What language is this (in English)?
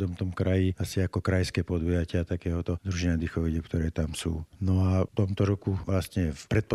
Slovak